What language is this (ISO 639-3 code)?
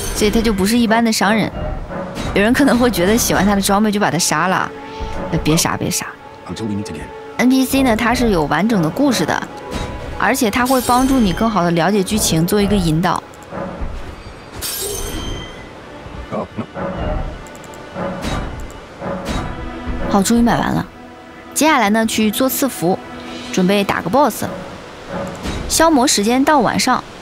zho